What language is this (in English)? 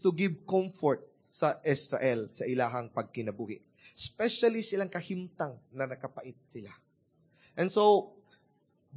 Cebuano